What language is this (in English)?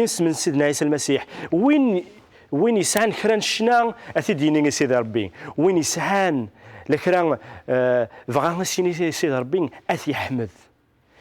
Kabyle